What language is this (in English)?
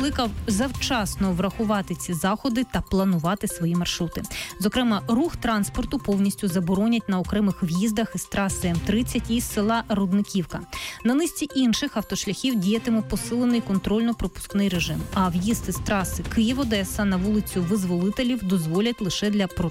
Ukrainian